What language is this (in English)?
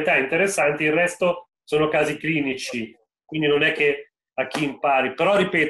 Italian